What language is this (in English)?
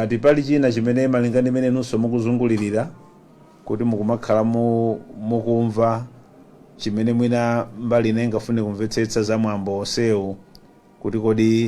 Nyanja